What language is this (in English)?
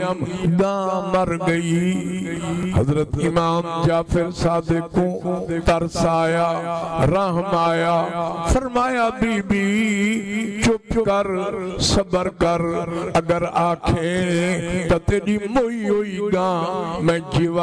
Saraiki